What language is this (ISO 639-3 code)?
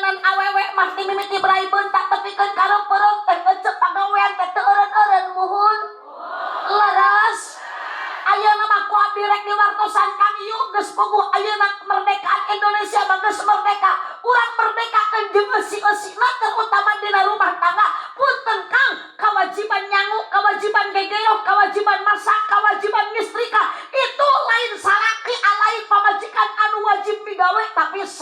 sun